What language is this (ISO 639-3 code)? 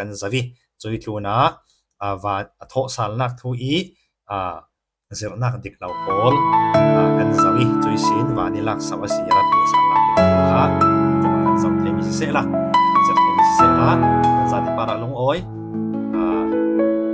cfm